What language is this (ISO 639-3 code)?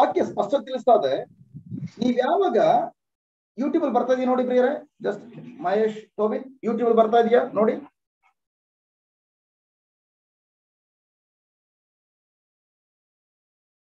kan